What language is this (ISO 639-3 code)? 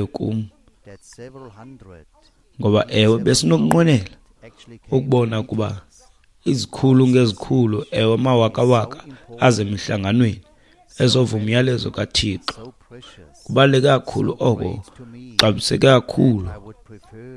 xho